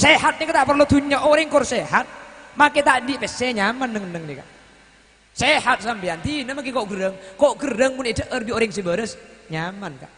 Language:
Madurese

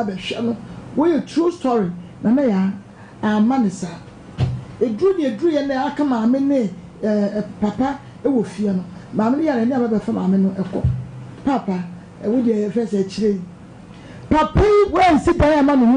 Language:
Akan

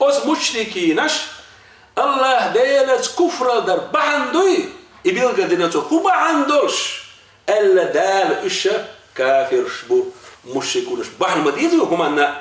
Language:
Chechen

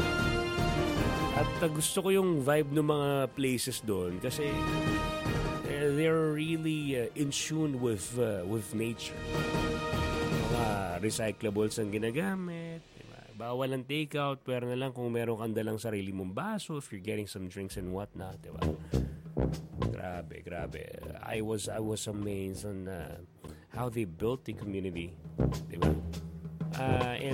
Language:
Filipino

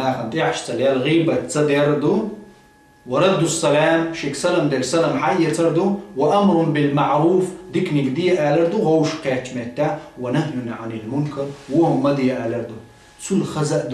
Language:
Chechen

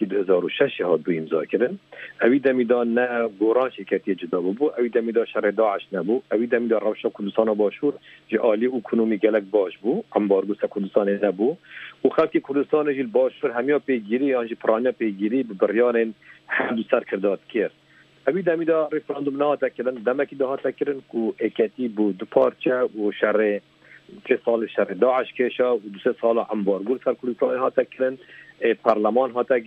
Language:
Kurdish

